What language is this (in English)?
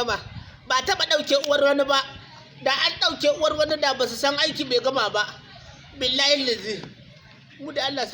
Hausa